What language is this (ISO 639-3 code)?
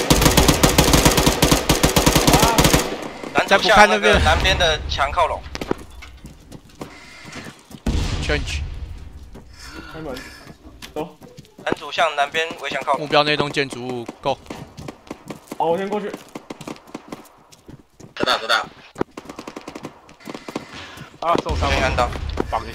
zho